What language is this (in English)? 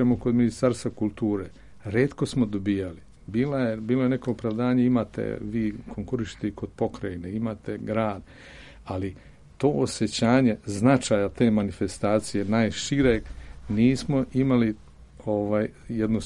Serbian